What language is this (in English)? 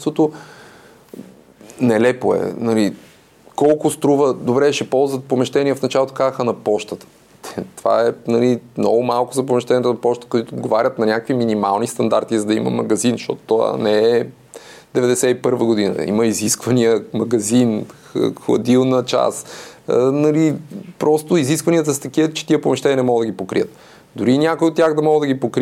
Bulgarian